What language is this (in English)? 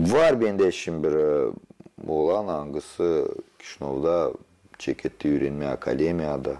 Gagauz